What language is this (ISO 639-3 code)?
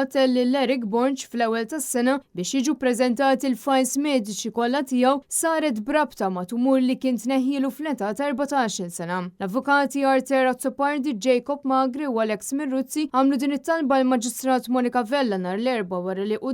mlt